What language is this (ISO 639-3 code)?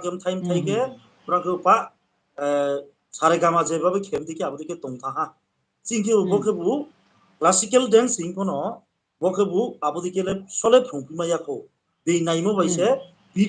ria